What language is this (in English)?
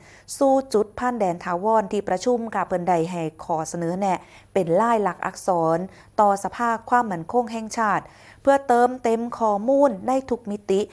Northeastern Thai